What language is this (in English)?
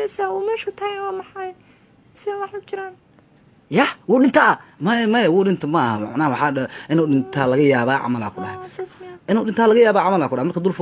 Somali